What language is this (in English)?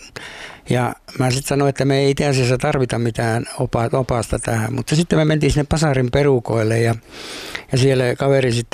Finnish